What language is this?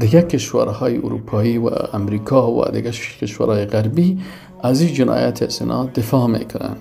Persian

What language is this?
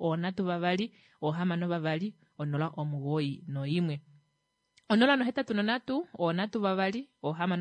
Kuanyama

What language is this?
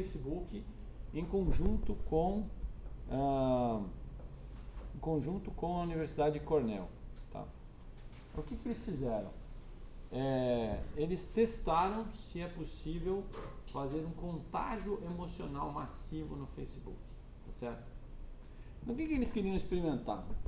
Portuguese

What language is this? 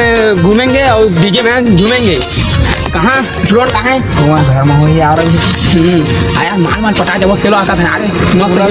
Chhattisgarhi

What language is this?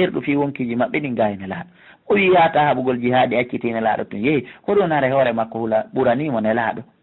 Fula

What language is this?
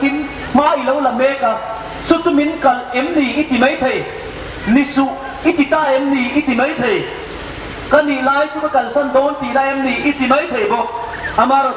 Hmar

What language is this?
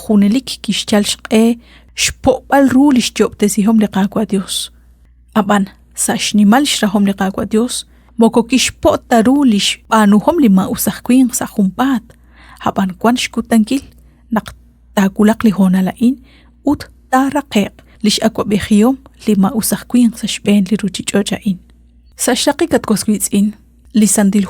Kekchí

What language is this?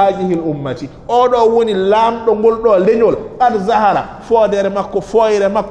Fula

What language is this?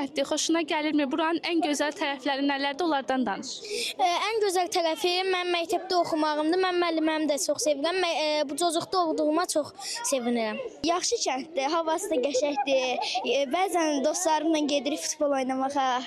Azerbaijani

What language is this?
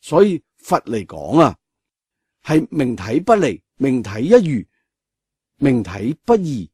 Cantonese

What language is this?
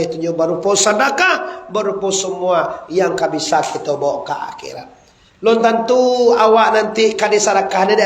Minangkabau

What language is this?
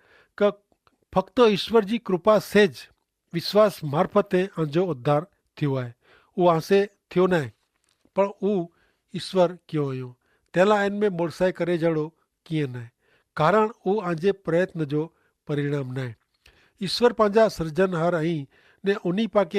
Kachhi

